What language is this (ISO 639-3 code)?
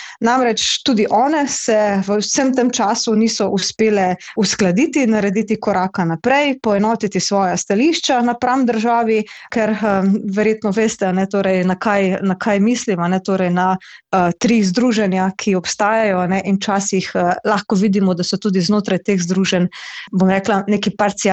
slv